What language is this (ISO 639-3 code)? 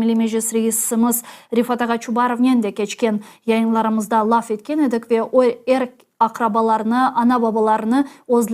crh